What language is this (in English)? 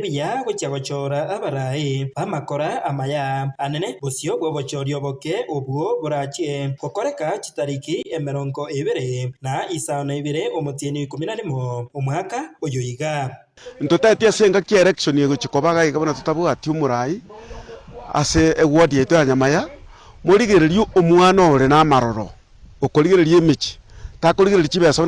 Gusii